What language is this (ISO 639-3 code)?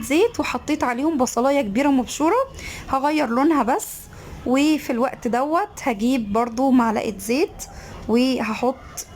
arz